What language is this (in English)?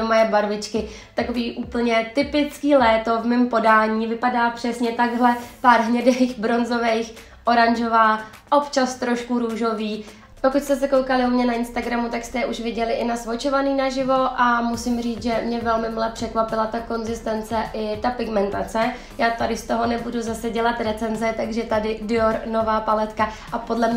Czech